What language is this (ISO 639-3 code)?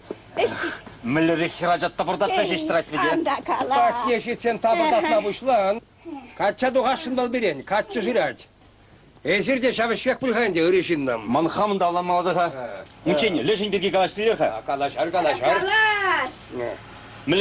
chv